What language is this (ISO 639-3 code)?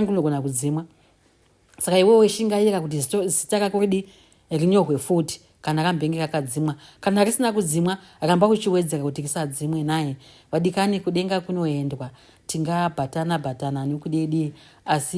sna